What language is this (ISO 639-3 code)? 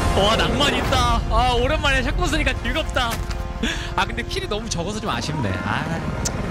kor